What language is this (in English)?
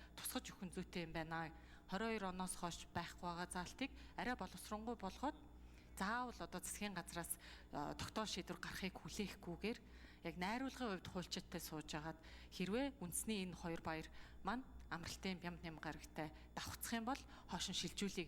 Mongolian